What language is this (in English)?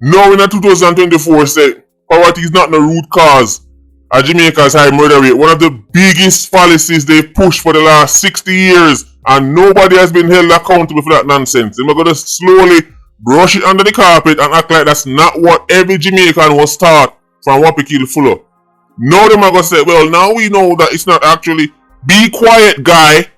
Jamaican Creole English